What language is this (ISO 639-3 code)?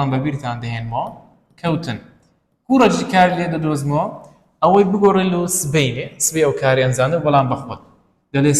ckb